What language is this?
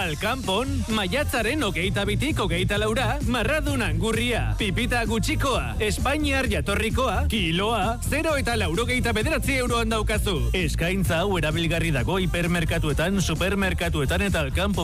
Basque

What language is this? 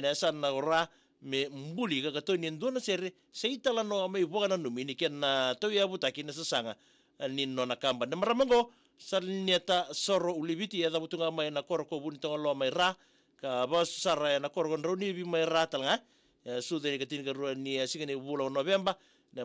Fijian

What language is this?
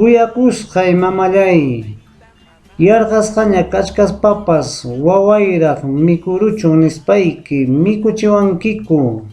Ayacucho Quechua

